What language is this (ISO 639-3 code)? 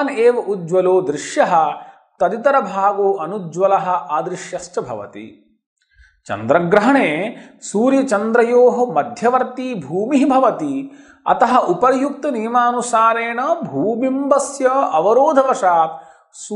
san